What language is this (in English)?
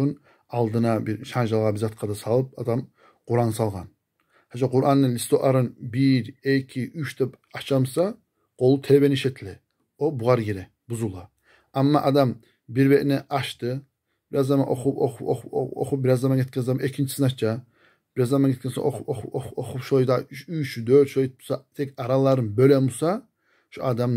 Kumyk